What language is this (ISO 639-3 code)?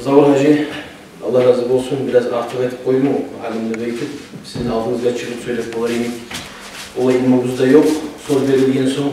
kum